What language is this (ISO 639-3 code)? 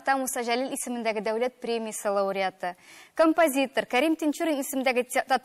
tat